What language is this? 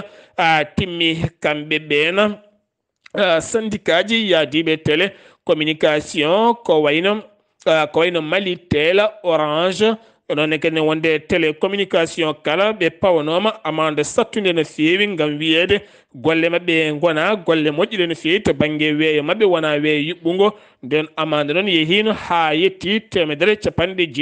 Fula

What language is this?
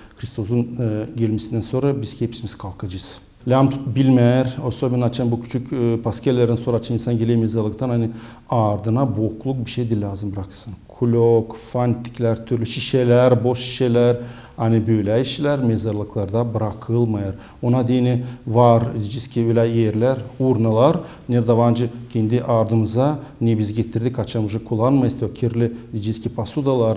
Gagauz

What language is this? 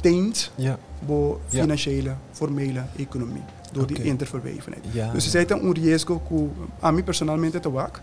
Papiamento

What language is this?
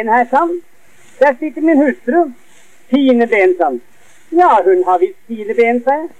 Norwegian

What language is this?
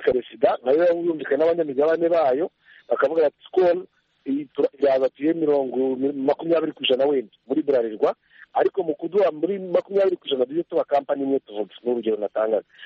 Kinyarwanda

